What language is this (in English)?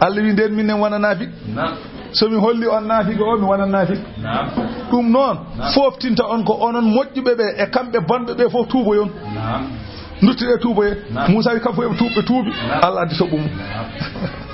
Fula